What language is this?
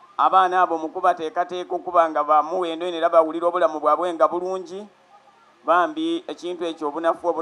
Soga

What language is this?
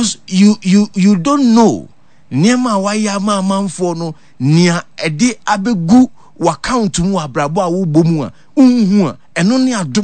Akan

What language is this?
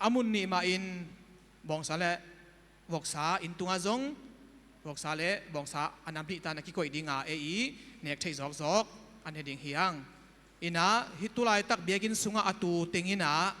Tedim Chin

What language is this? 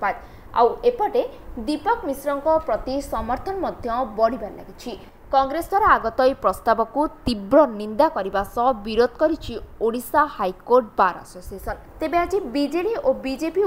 Odia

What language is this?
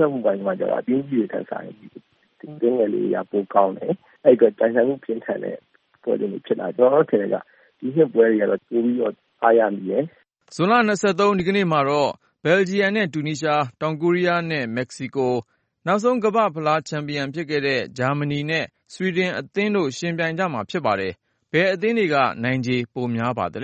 Burmese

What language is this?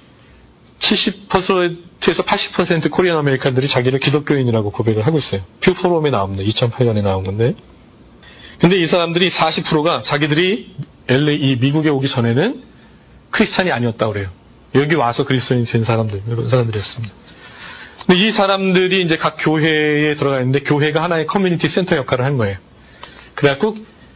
Korean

